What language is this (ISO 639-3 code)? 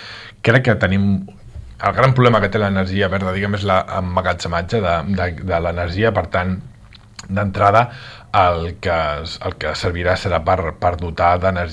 cat